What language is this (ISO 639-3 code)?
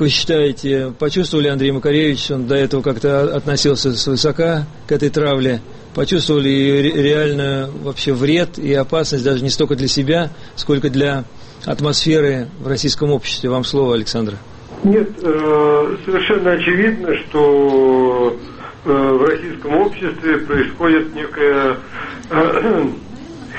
rus